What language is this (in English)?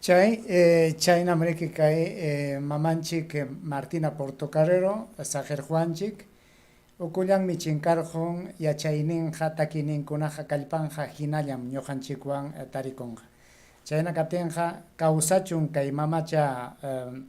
Ayacucho Quechua